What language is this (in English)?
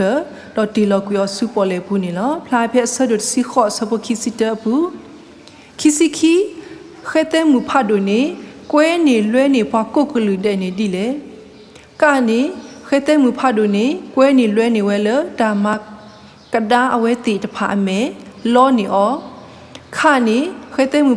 S'gaw Karen